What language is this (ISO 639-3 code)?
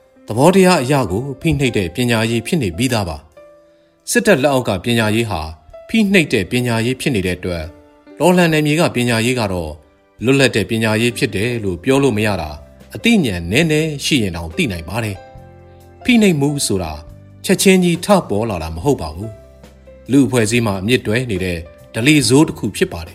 mya